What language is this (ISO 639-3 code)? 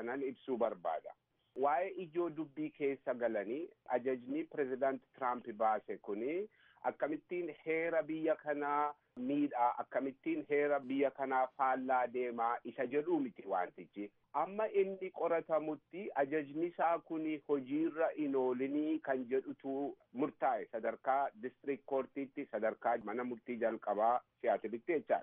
orm